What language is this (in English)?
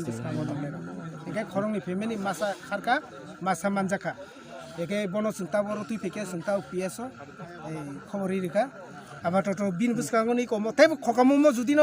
Kok Borok